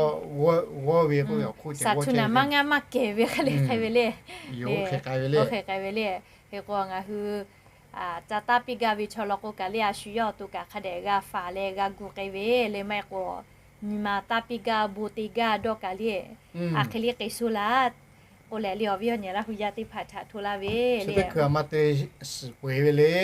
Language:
Lahu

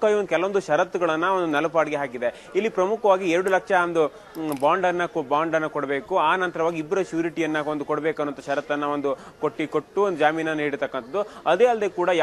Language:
Kannada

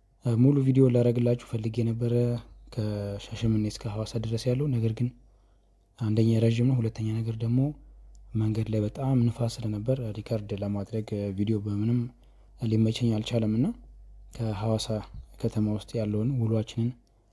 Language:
Amharic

